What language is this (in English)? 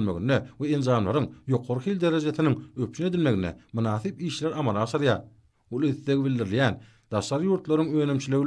Turkmen